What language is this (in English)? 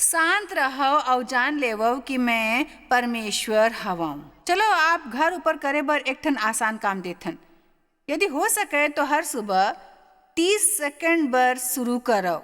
Chhattisgarhi